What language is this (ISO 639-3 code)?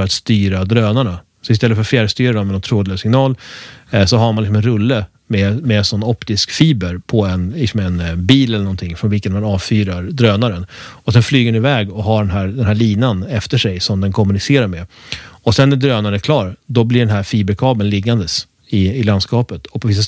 swe